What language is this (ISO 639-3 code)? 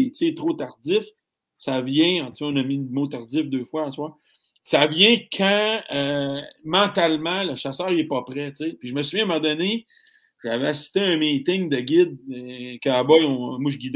fra